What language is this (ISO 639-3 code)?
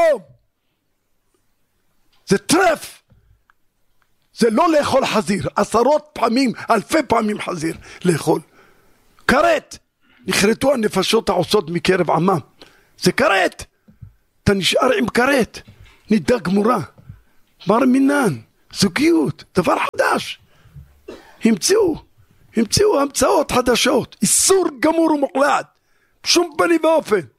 heb